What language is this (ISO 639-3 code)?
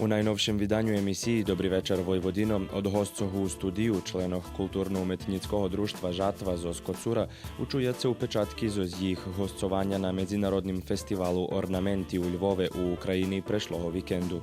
rue